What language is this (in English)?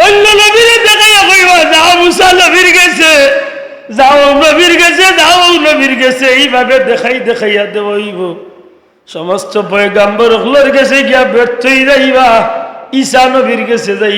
Sylheti